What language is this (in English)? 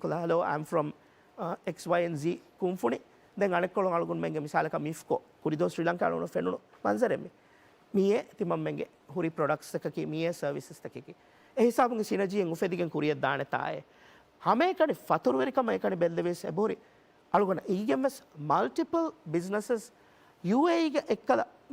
Divehi